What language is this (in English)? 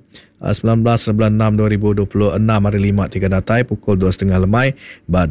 Iban